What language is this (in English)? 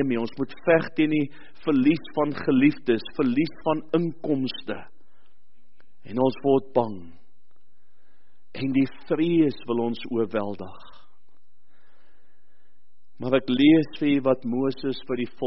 Afrikaans